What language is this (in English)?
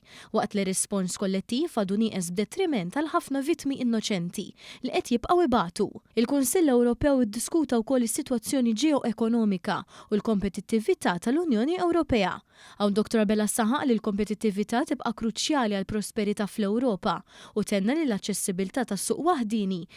Maltese